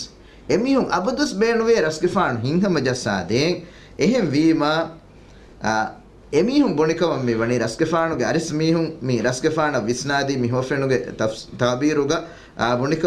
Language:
Divehi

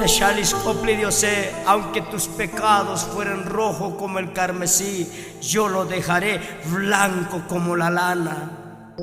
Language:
Tzotzil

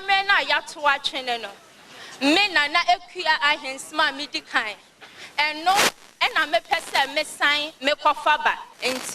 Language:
Akan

